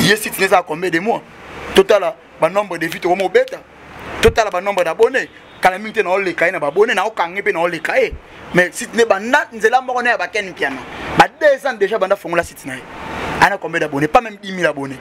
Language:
Lingala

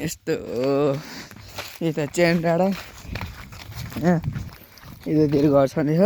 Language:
Nepali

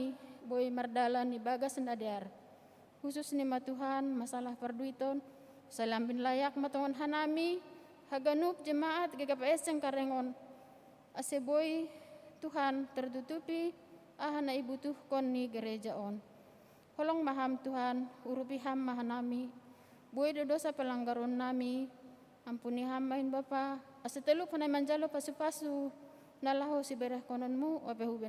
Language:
Batak Simalungun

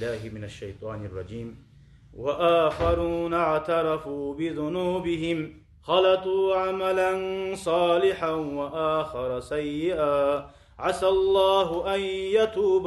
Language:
Kumyk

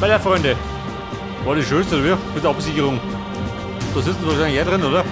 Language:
Bavarian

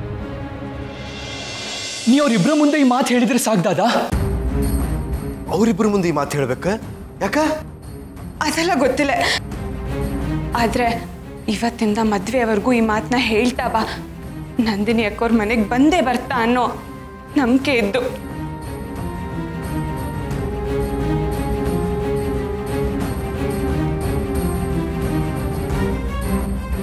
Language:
Kannada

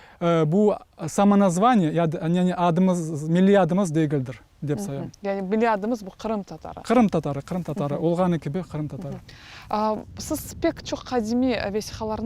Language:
Crimean Tatar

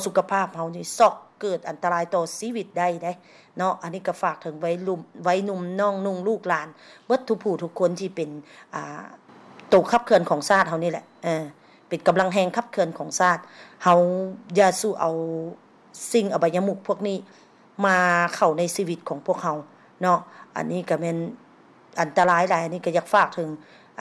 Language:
Lao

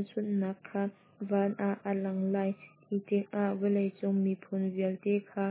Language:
Hakha Chin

